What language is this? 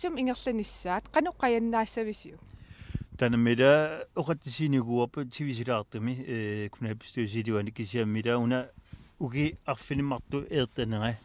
Kalaallisut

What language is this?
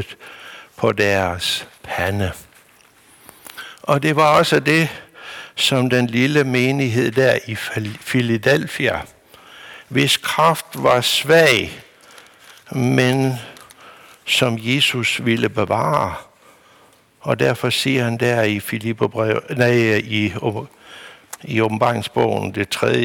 Danish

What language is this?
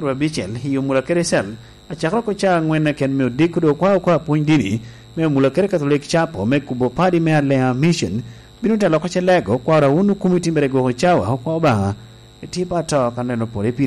Lango (Uganda)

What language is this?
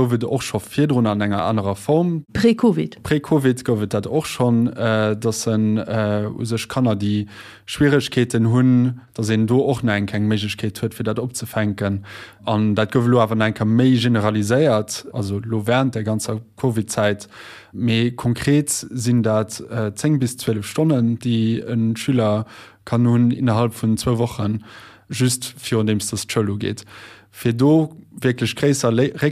Luxembourgish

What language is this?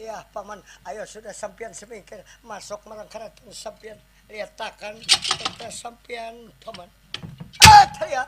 Banjar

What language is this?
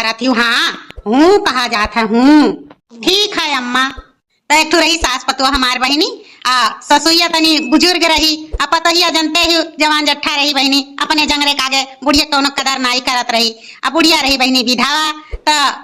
Awadhi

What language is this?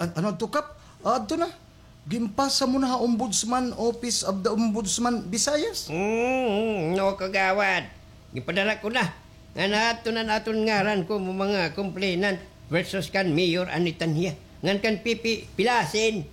Waray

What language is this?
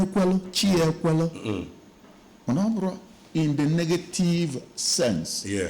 Igbo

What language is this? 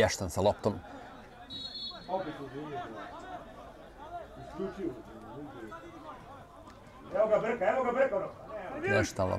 Serbian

